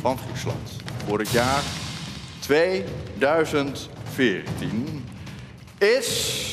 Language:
Western Frisian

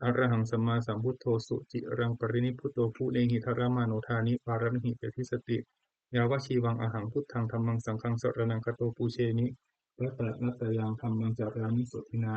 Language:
Pali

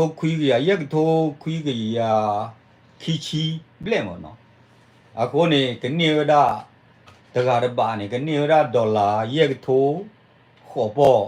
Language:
S'gaw Karen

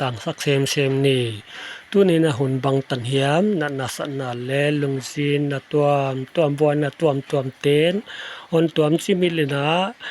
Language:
Paite Chin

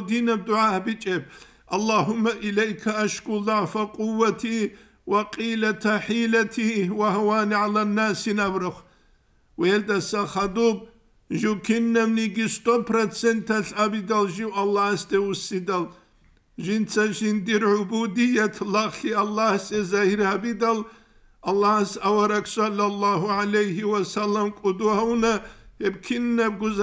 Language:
Avaric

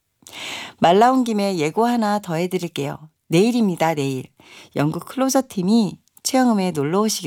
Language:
Korean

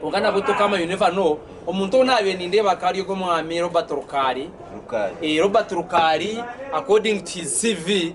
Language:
Nyankole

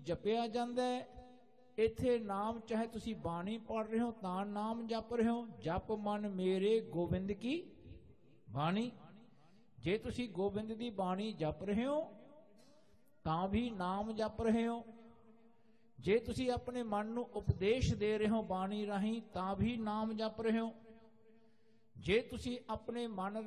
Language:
Punjabi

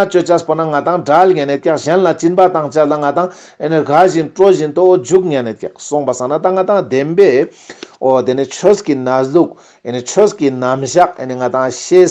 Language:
Ladakhi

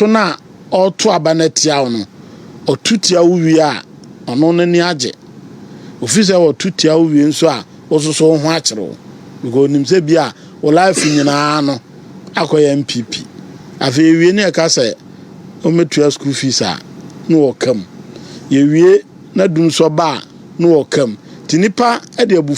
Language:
Akan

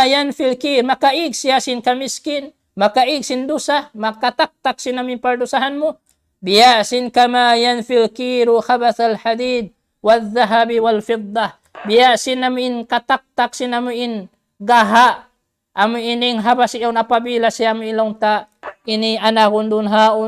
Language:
Tausug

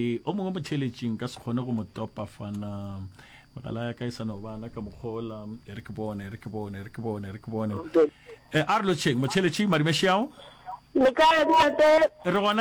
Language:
Northern Sotho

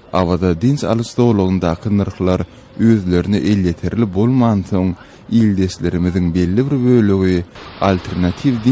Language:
Turkmen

